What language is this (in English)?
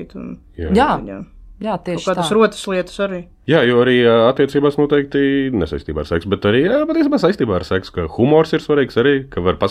Latvian